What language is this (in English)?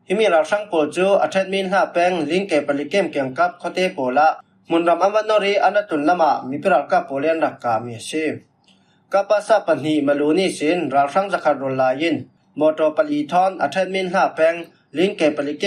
Falam Chin